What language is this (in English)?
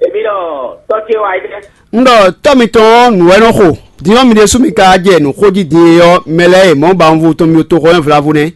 Fon